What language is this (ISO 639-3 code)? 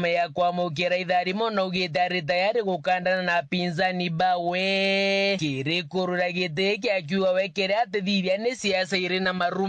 mer